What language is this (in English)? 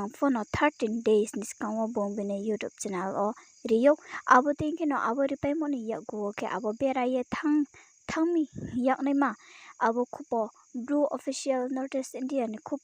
Riang (India)